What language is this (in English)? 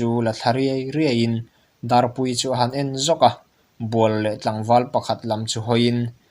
Mizo